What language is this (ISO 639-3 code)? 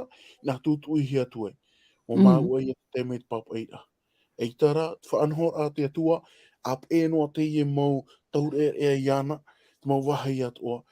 tah